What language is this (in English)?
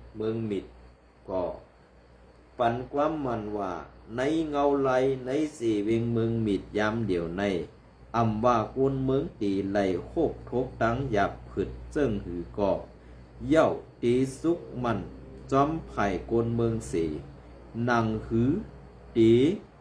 Shan